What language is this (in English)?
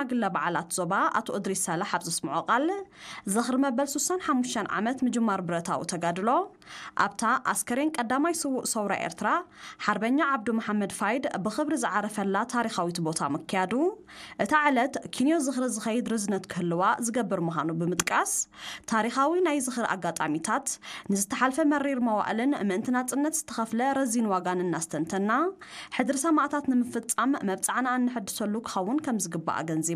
Tigrinya